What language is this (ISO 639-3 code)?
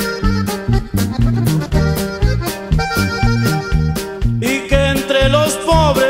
spa